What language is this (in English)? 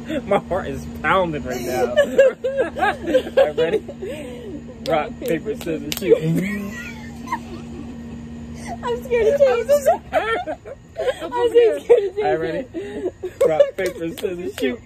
English